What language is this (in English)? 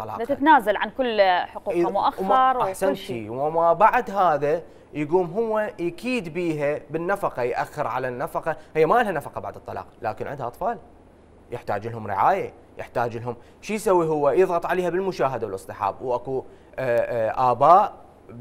Mesopotamian Arabic